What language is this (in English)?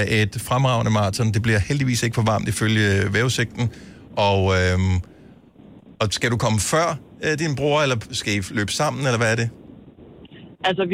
Danish